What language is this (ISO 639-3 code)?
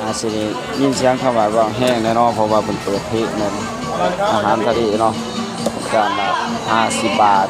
tts